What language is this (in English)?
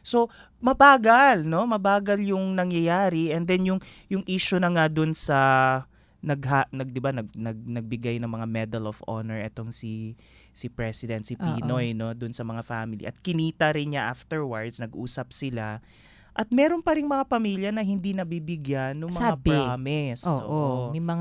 Filipino